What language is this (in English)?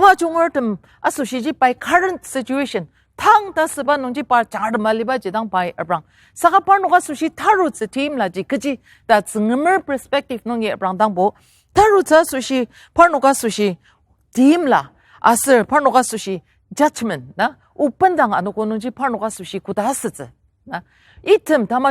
Ao Naga